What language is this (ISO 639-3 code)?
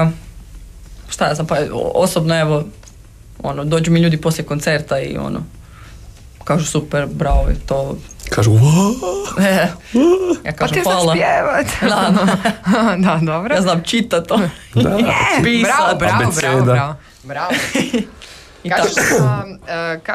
hrv